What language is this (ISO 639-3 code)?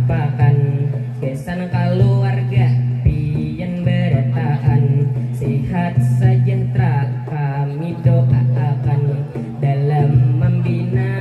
bjn